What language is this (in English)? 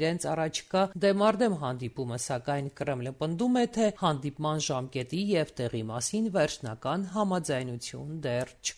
Armenian